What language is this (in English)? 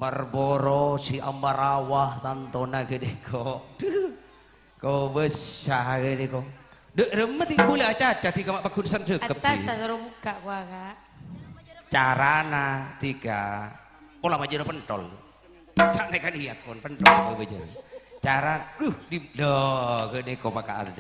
Madurese